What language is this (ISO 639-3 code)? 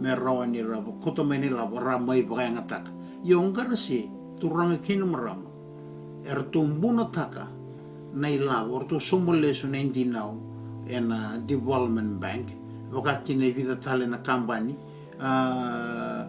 fij